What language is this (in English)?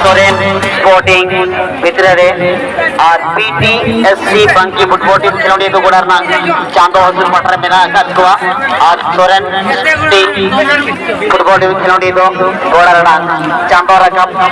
Santali